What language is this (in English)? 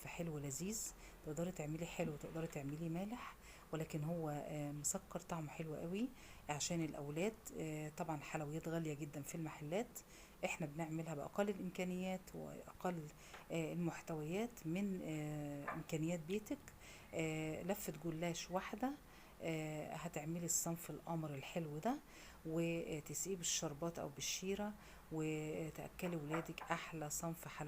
Egyptian Arabic